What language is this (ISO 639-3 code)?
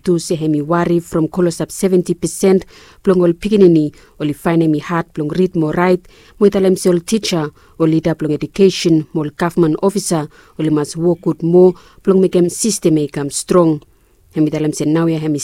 bis